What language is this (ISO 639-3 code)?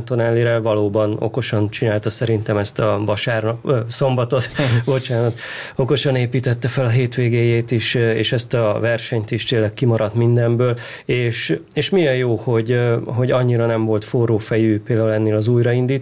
hun